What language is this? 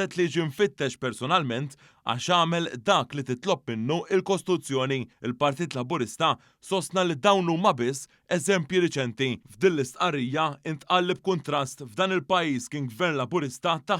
Maltese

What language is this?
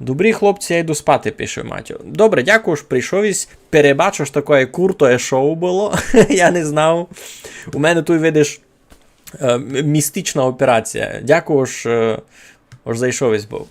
Rusyn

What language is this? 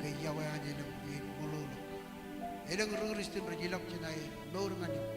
Marshallese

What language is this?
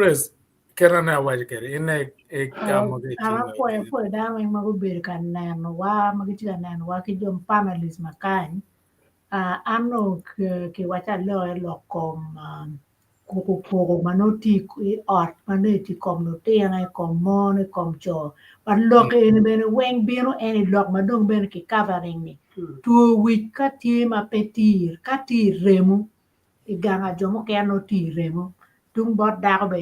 Acoli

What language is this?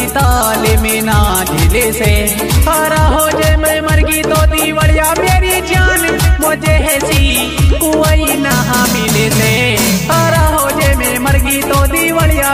Hindi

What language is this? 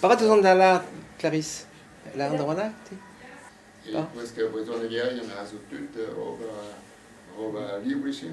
Breton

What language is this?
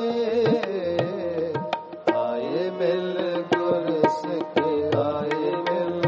Punjabi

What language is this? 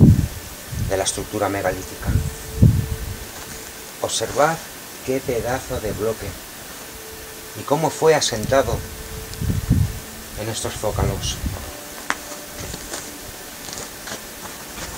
Spanish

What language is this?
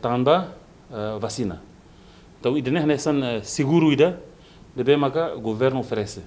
Tetum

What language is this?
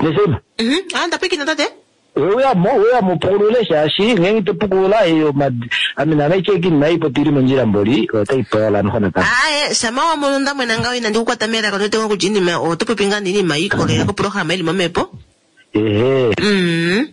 Kuanyama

